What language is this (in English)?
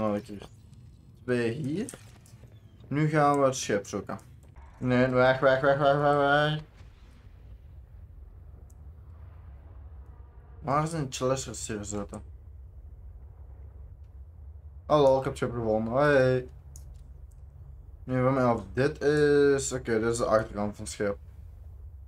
Dutch